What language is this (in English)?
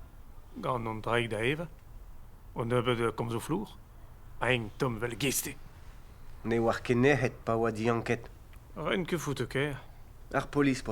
Breton